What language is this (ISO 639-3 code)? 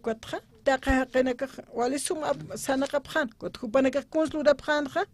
aym